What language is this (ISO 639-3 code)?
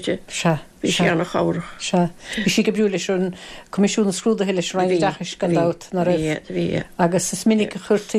gle